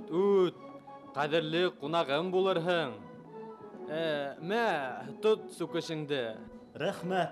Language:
Bashkir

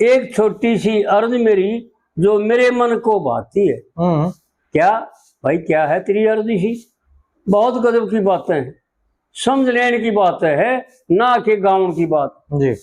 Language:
Haryanvi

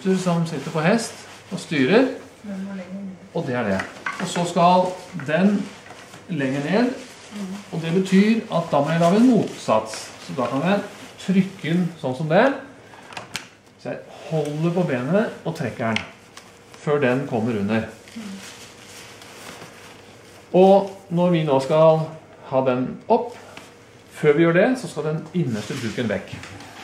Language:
Norwegian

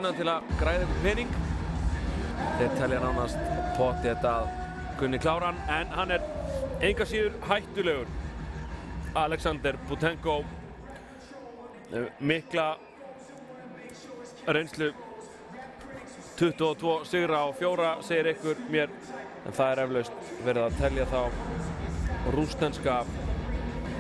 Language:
Icelandic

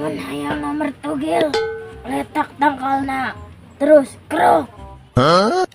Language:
Sundanese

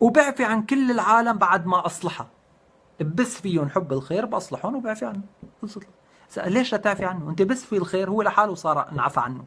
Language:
North Levantine Arabic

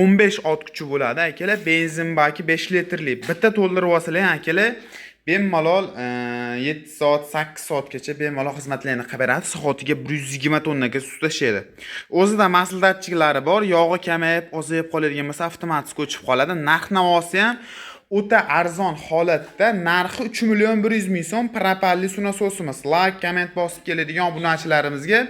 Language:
Uzbek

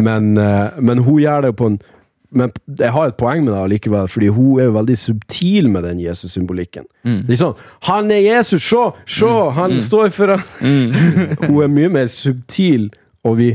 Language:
Norwegian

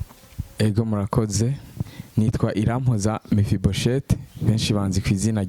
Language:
Rundi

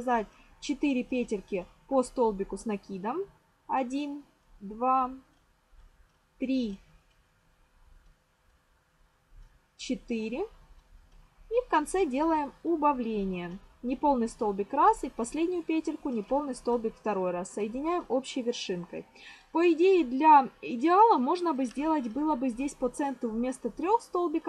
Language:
Russian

